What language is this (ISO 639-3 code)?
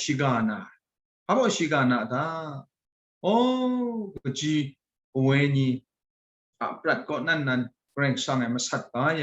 kac